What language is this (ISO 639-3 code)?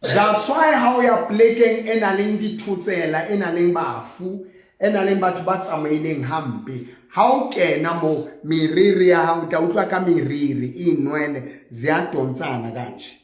sot